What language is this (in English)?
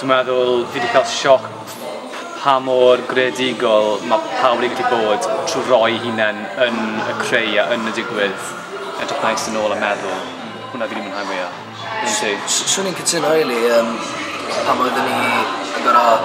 Welsh